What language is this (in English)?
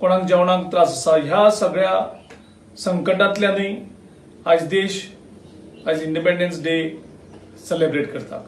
Konkani